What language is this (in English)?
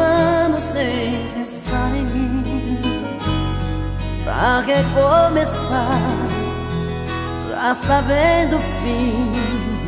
Portuguese